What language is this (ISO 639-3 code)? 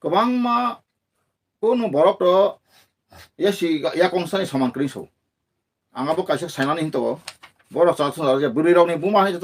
trp